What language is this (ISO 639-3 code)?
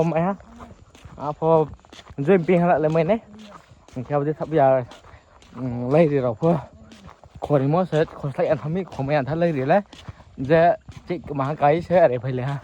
ria